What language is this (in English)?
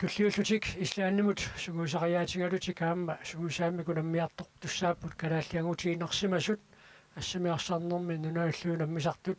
Kalaallisut